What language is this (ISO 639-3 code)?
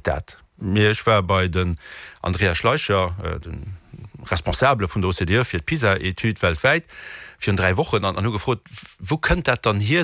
ltz